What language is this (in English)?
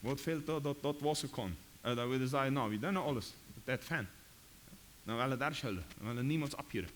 Plautdietsch